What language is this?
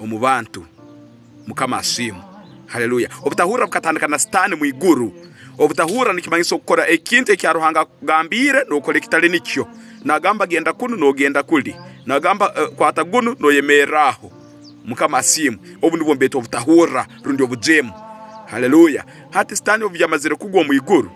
Tooro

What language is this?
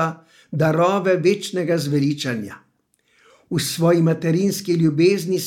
Slovenian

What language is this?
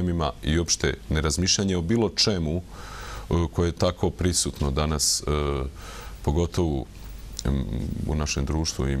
Serbian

